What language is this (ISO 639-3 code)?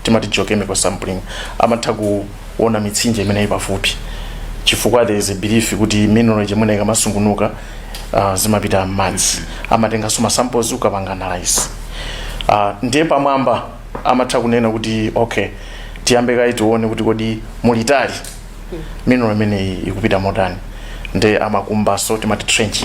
nya